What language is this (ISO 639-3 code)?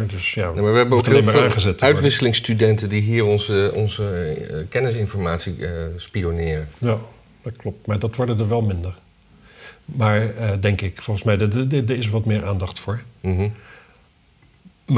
nld